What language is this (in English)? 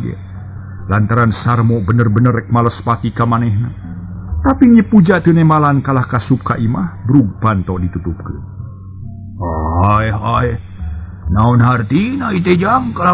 Sundanese